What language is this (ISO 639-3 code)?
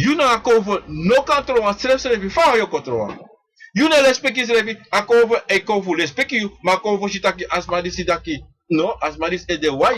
srn